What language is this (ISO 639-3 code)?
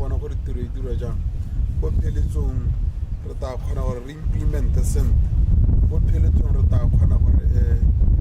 tsn